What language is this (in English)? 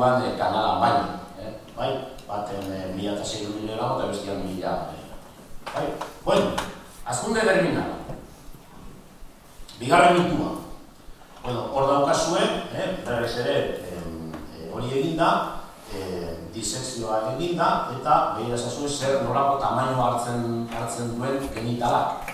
Basque